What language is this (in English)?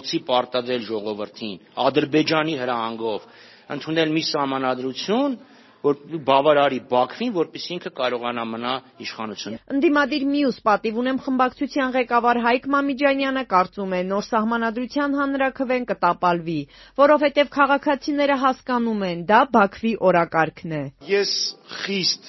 Armenian